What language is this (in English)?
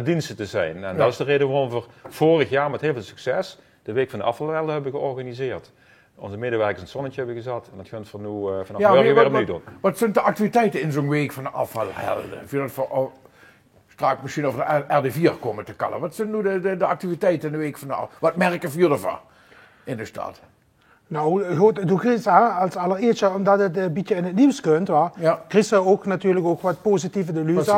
Limburgish